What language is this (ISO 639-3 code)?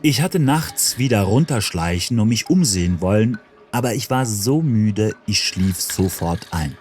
gsw